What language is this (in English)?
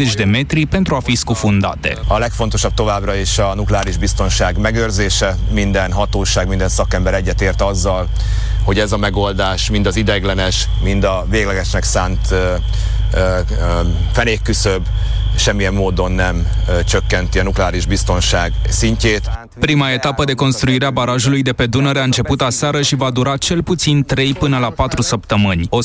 Romanian